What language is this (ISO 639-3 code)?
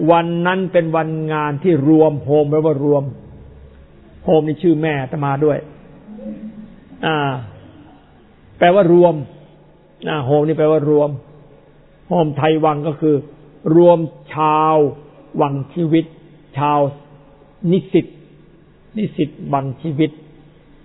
tha